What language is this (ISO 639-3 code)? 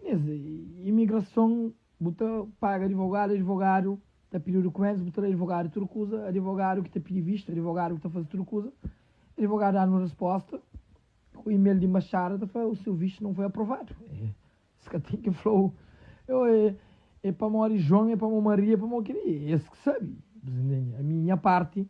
kea